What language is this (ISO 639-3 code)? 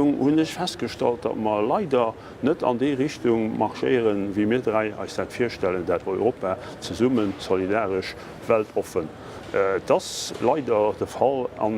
ltz